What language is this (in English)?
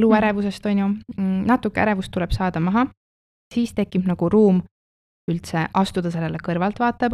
Estonian